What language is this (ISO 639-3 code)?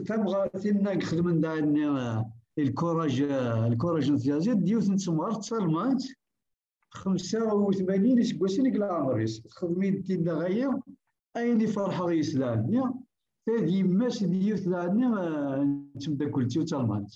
kab